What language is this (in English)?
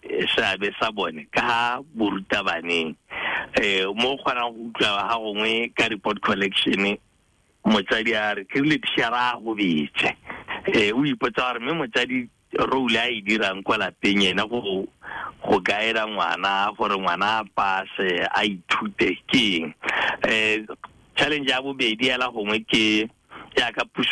Tswana